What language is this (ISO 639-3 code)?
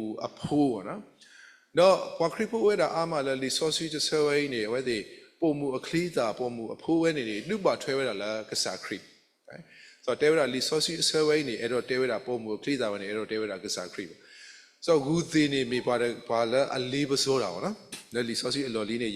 ksw